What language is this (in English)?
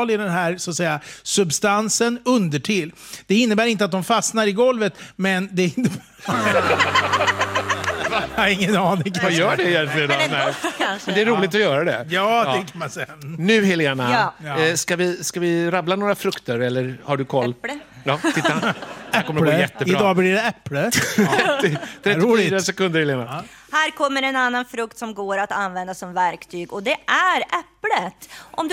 Swedish